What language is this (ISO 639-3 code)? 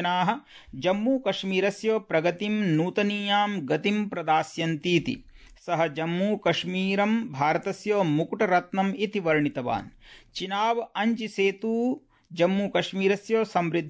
san